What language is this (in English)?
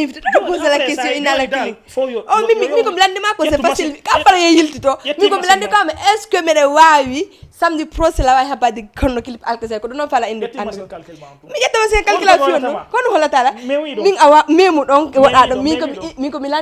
Fula